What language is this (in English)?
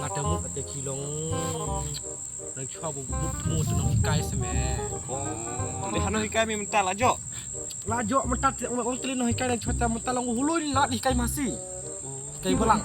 Khasi